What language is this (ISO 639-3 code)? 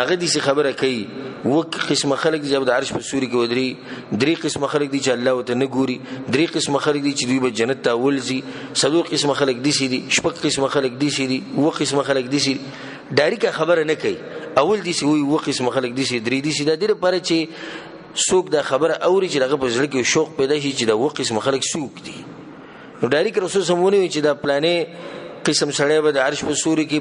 pus